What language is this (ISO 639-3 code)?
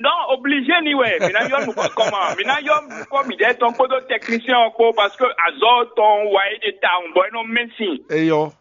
fon